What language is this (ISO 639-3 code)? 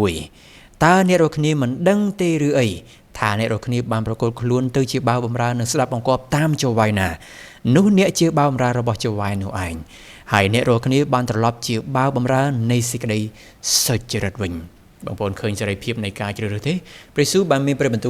khm